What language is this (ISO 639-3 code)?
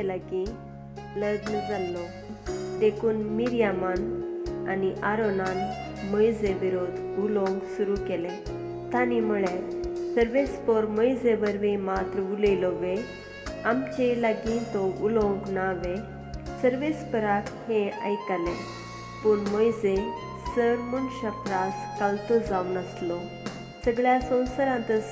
kok